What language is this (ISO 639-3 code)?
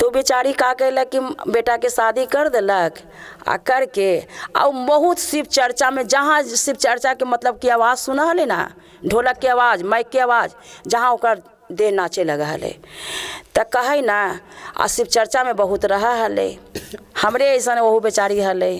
mag